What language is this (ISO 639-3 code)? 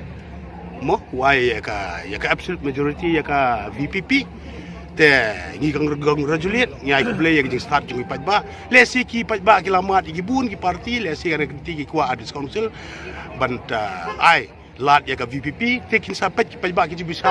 kha